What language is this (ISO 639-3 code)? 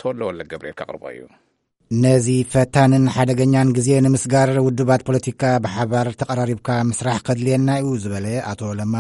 tir